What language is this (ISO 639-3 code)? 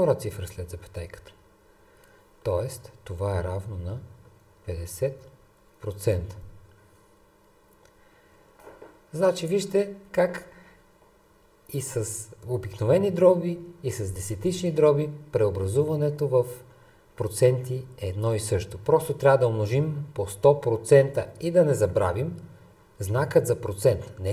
bul